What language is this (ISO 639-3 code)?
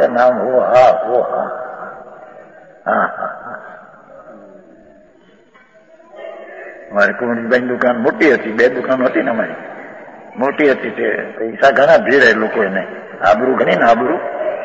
guj